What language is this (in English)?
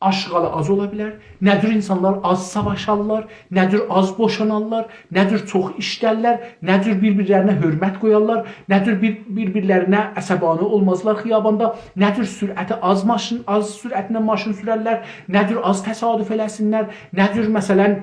South Azerbaijani